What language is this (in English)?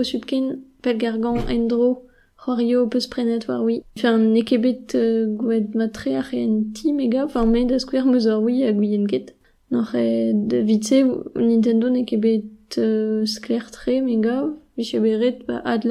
Breton